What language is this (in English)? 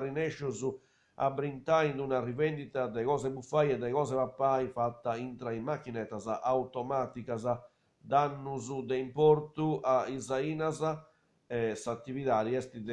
Sardinian